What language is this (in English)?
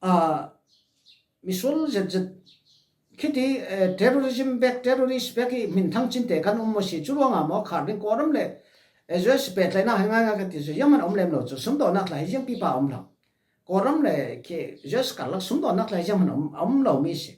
Falam Chin